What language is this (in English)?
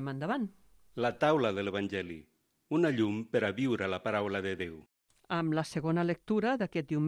Catalan